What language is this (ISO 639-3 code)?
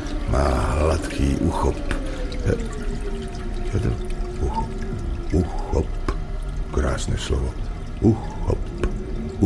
slk